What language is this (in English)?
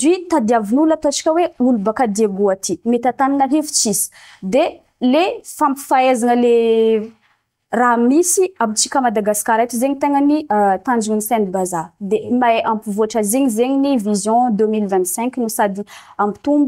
Malagasy